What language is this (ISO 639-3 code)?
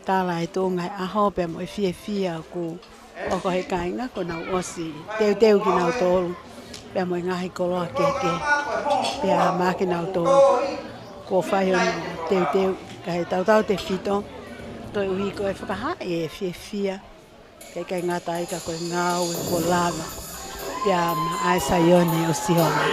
ton